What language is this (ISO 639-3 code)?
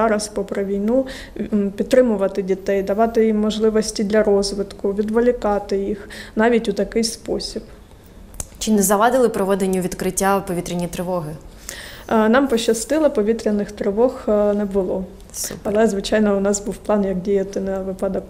ukr